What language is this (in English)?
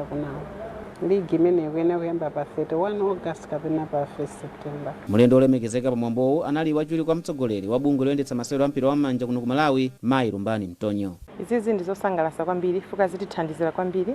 Nyanja